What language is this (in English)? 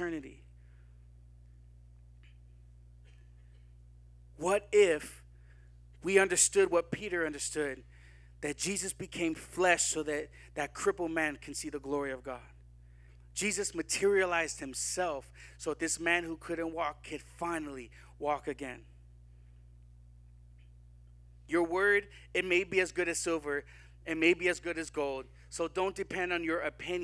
English